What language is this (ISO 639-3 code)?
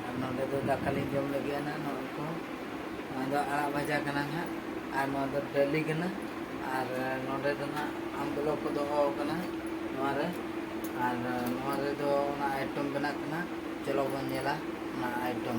sat